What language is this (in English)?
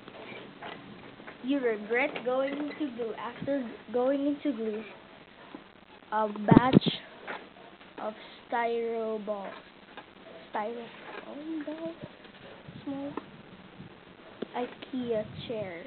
English